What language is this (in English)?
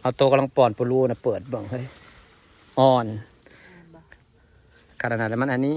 Northeastern Thai